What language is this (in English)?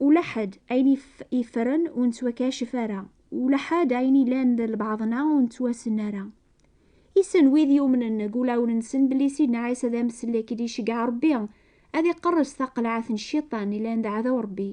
Kabyle